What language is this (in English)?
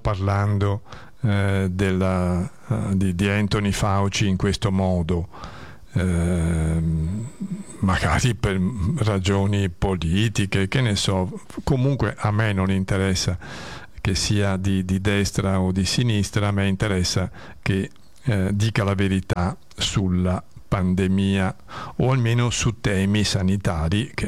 Italian